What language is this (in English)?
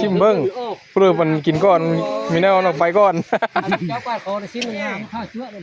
Northeastern Thai